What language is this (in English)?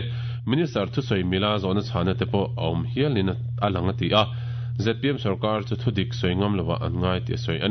Mizo